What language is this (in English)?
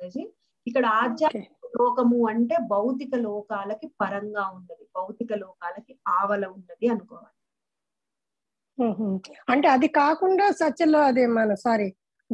Telugu